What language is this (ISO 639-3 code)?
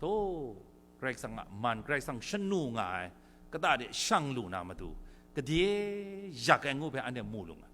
kac